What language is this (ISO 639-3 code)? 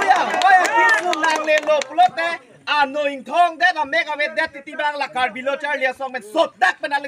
mjw